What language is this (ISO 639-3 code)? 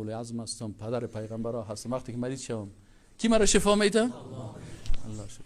fas